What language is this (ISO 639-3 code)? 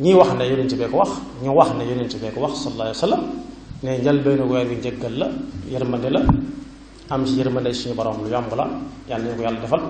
wol